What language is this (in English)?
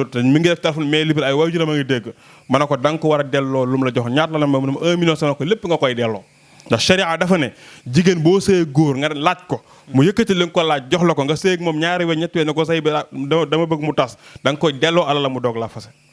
Wolof